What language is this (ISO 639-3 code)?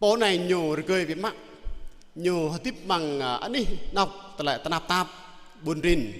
jra